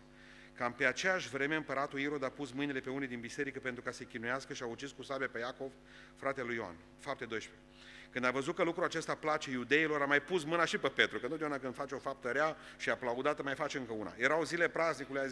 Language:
Romanian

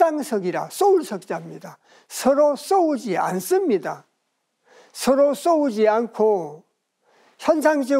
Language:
Korean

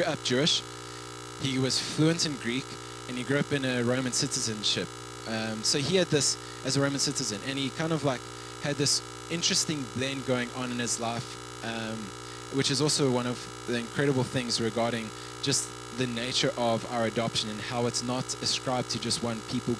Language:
English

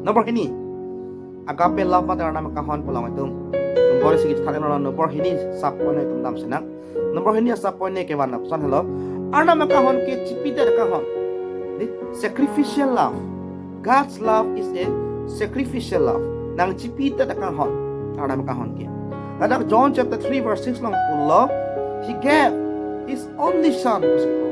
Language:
Karbi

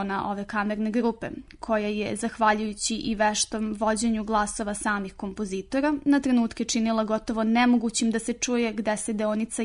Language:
Serbian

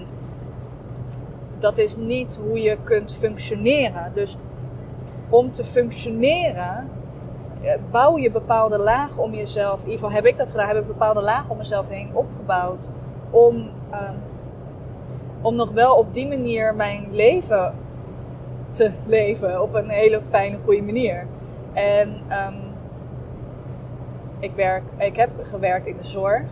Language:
Dutch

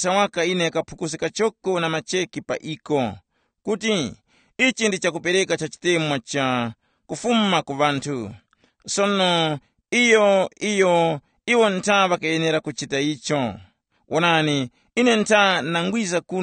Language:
Tumbuka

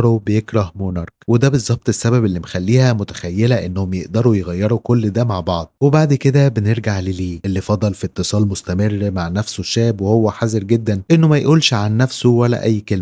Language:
Egyptian Arabic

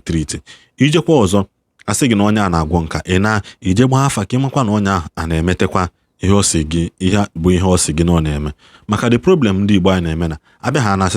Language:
Igbo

